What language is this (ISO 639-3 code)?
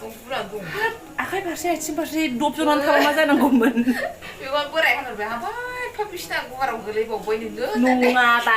brx